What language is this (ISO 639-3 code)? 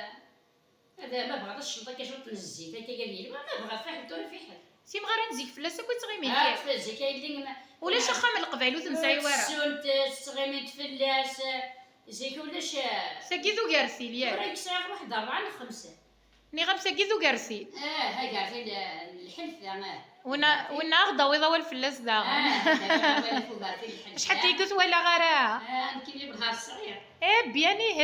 kab